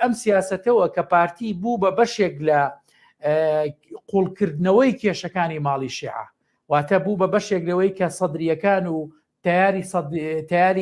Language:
Central Kurdish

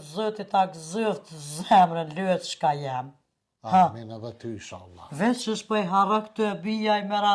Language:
Albanian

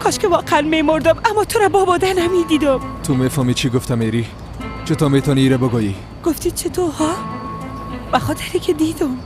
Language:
Persian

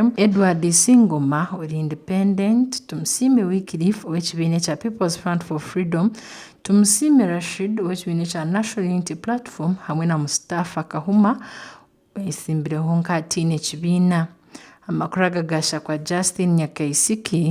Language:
Nyankole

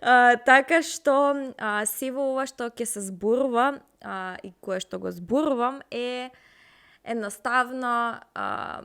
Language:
Macedonian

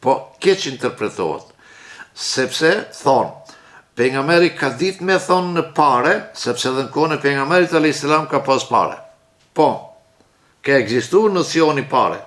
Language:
Albanian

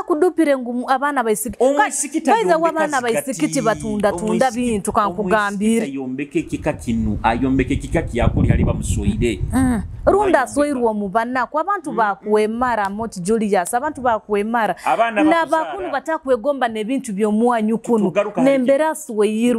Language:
Nyoro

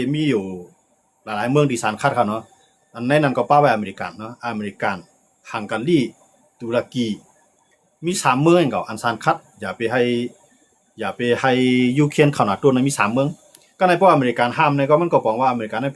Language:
Shan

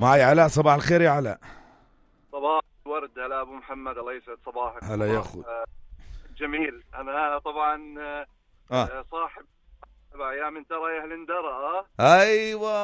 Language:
North Levantine Arabic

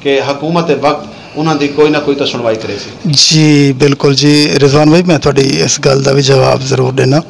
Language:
Saraiki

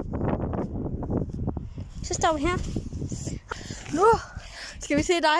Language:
Danish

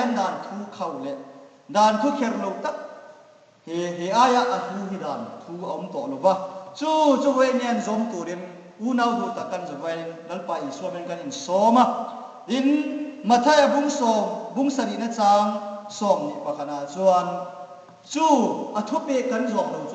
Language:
Hmar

